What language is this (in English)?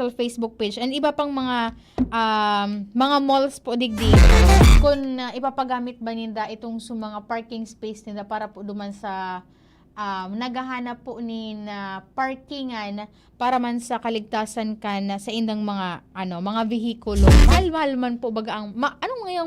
Bikol